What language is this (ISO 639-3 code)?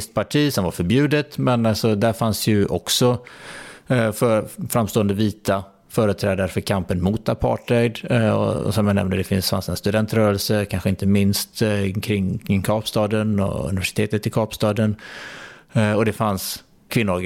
swe